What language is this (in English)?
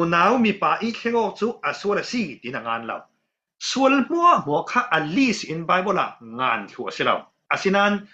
Falam Chin